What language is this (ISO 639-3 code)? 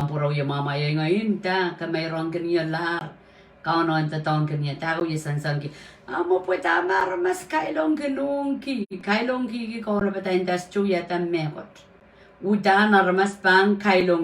pon